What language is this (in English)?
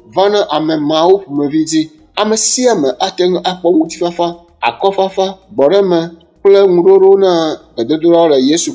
Ewe